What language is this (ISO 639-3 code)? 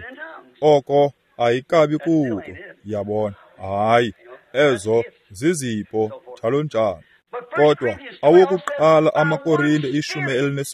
xho